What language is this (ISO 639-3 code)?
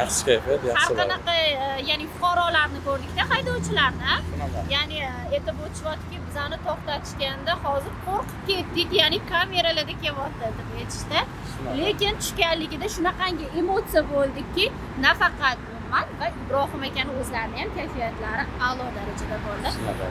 uzb